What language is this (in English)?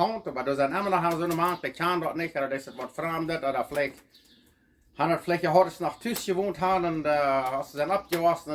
Plautdietsch